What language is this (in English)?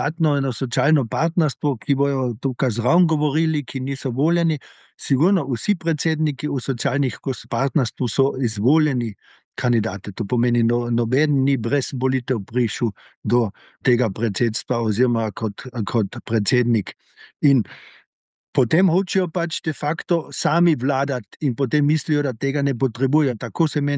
Slovenian